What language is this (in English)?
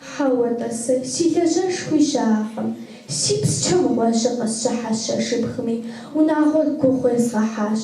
Kabardian